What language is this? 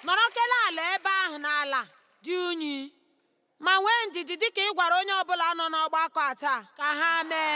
Igbo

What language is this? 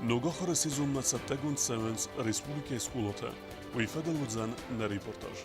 Ossetic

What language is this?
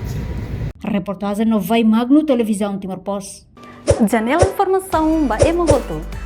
Tetum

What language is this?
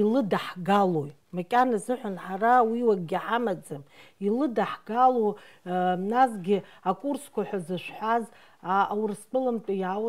Abkhazian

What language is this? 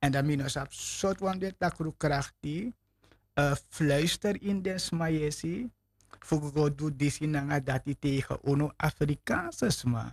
Sranan Tongo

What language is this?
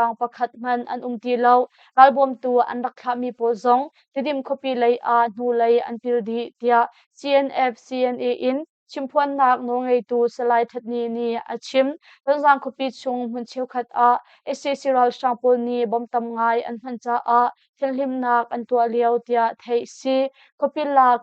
Hakha Chin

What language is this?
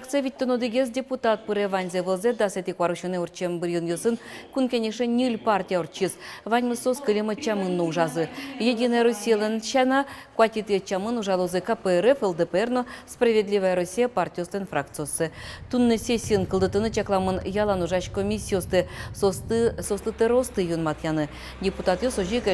Udmurt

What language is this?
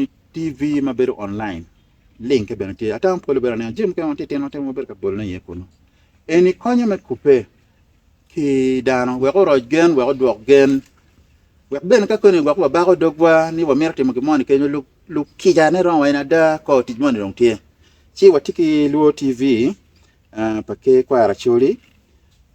Acoli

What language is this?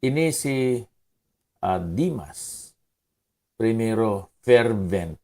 Hiligaynon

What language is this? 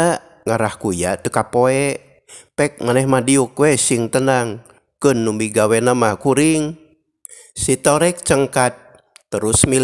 Sundanese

